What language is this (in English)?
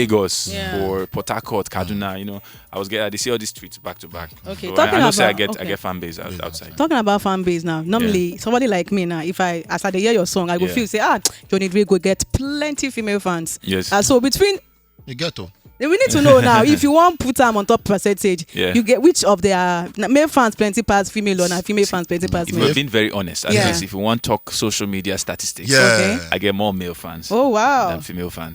Nigerian Pidgin